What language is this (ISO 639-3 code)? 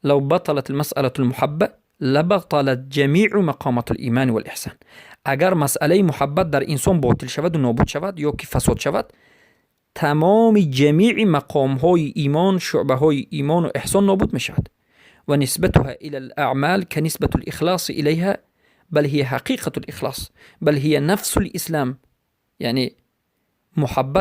tgk